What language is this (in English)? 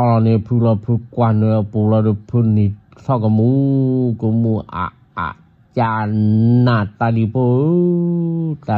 S'gaw Karen